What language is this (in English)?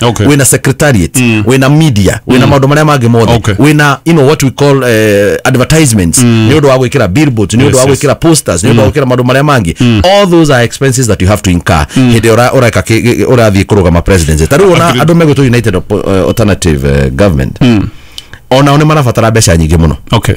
Kikuyu